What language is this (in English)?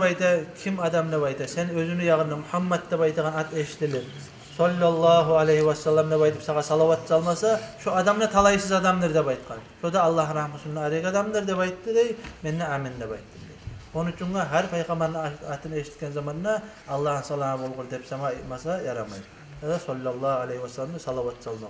Kumyk